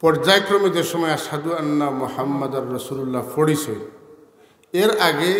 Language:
Sylheti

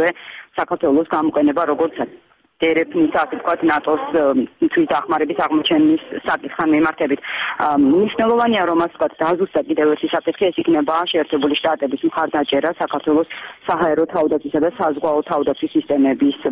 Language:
Georgian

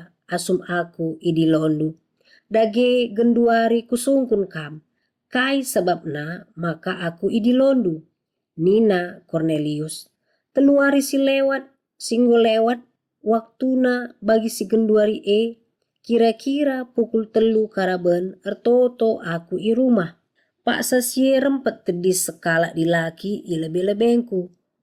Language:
Batak Karo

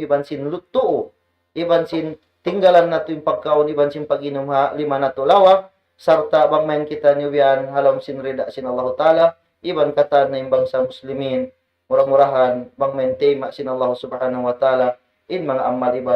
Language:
Tausug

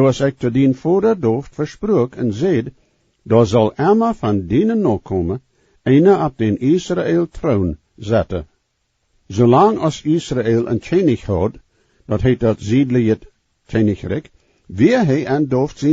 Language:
Plautdietsch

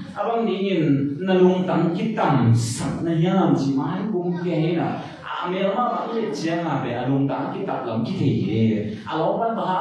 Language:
Tedim Chin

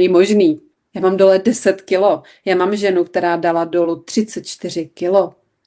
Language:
Czech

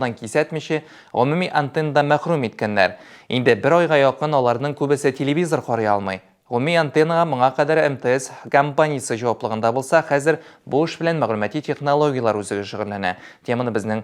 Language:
Tatar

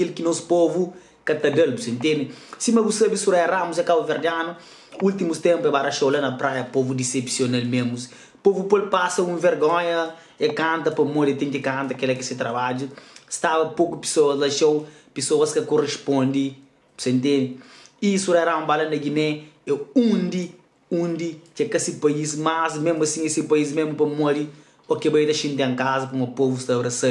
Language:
Kabuverdianu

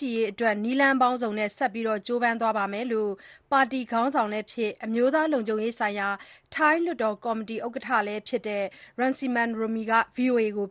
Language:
Burmese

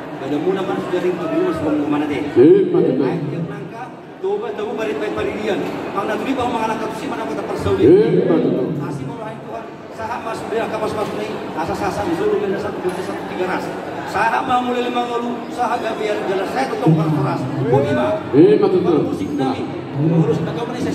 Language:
Batak Toba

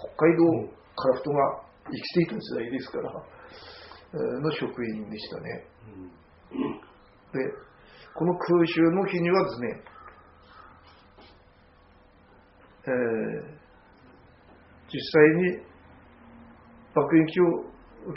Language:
Japanese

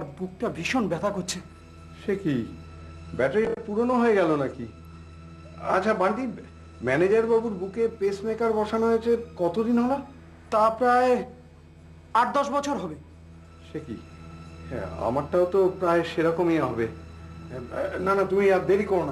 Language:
Bangla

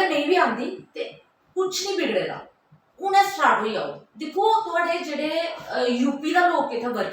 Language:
Dogri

